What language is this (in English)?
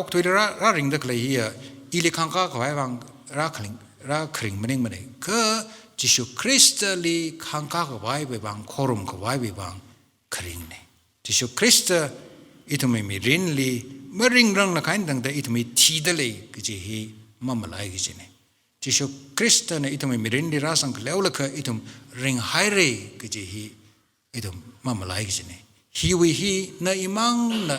Tangkhul Naga (India)